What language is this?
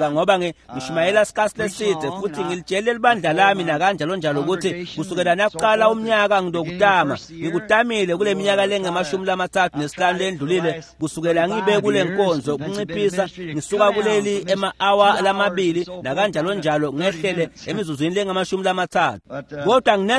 Swati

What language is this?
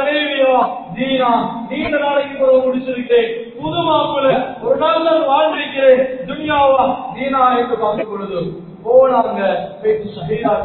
Tamil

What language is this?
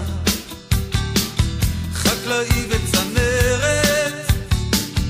Hebrew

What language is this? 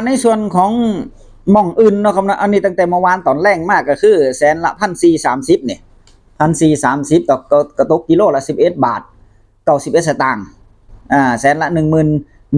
Northeastern Thai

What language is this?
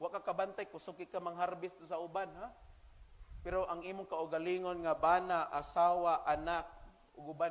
Cebuano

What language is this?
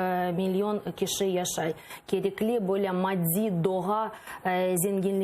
Crimean Tatar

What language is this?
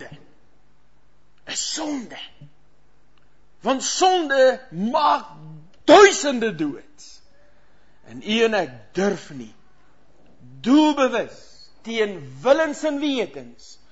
Afrikaans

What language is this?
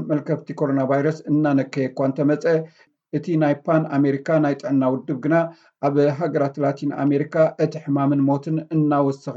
Tigrinya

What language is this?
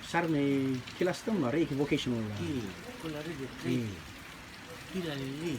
Rotuman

